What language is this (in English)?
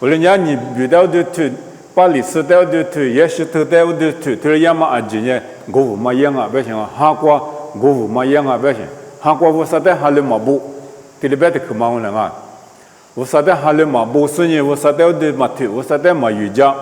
Lisu